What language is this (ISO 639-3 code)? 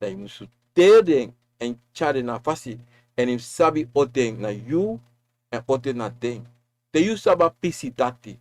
srn